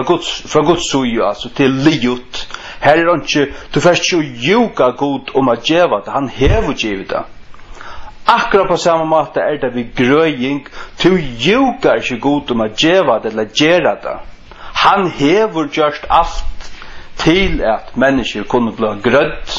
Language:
Faroese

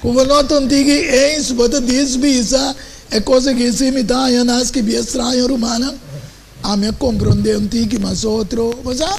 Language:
Papiamento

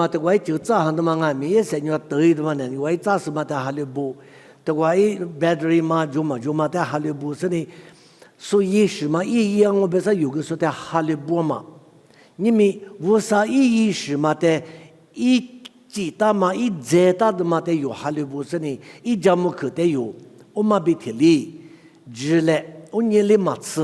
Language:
Lisu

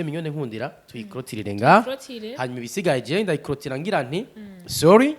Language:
Rundi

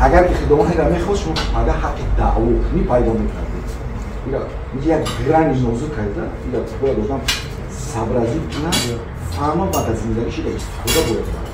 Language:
Tajik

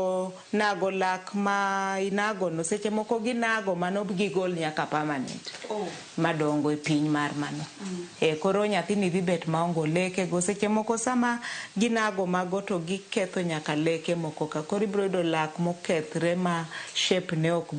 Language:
Luo (Kenya and Tanzania)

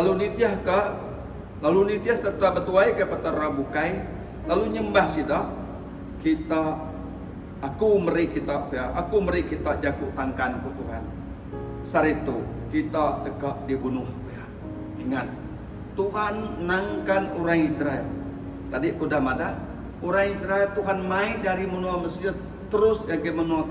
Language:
Iban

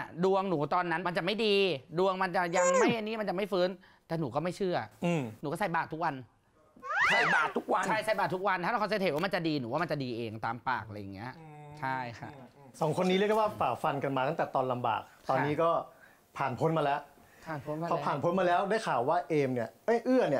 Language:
Thai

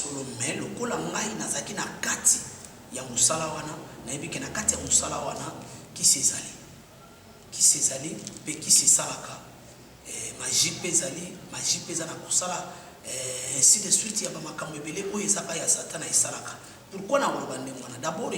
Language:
Lingala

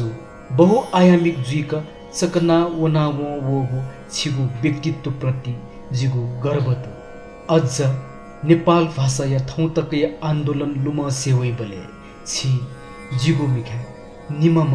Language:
Newari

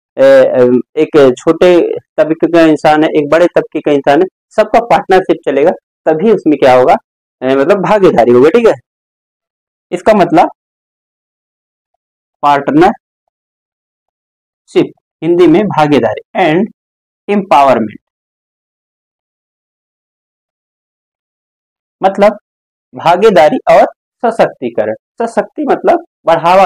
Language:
Hindi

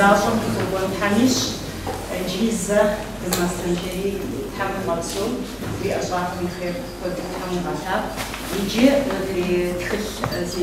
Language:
Kabardian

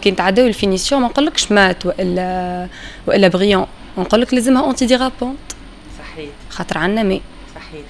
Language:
Tunisian Arabic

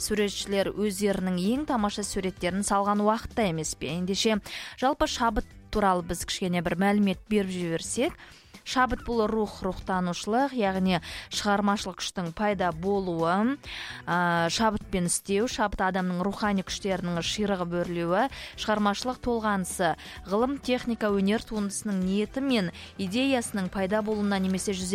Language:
Kazakh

